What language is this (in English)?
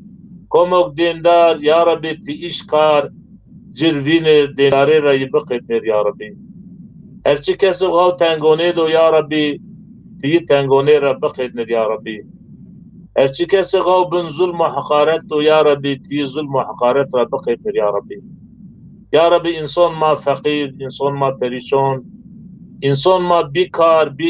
Zaza